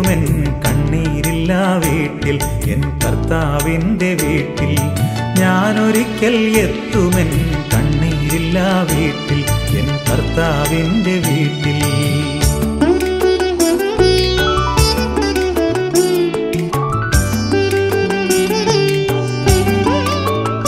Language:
Malayalam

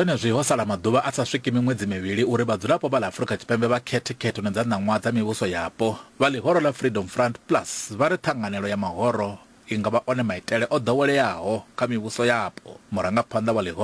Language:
Venda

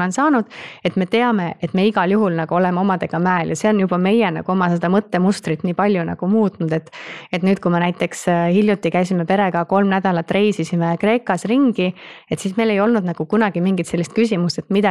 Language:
Estonian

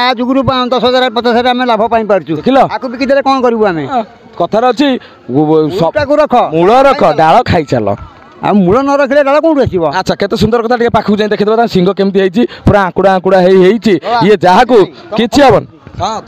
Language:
Odia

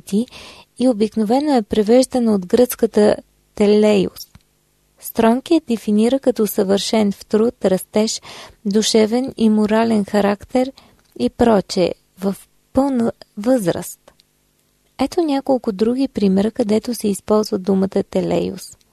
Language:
Bulgarian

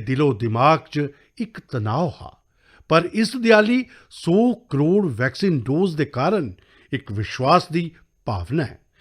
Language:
Dogri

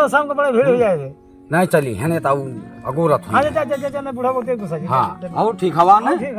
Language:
Awadhi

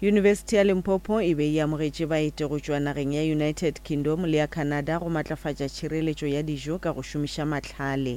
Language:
Northern Sotho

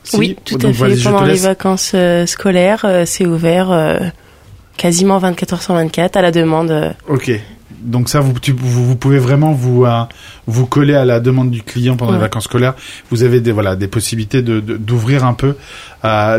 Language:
French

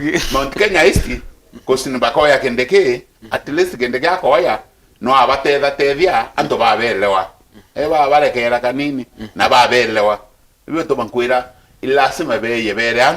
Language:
Meru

